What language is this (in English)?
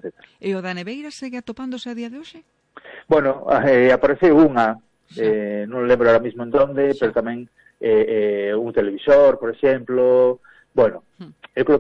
Galician